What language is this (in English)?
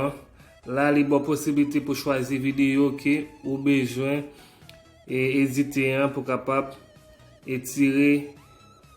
Haitian Creole